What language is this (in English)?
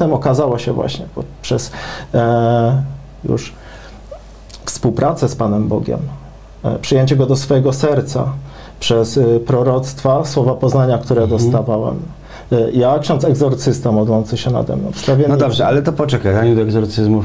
Polish